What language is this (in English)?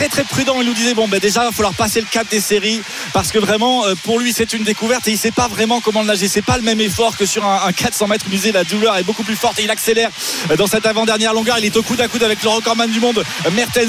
French